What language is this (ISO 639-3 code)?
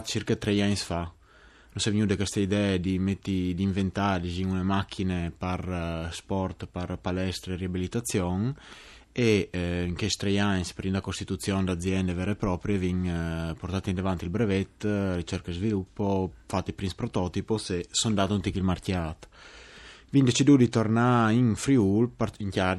fur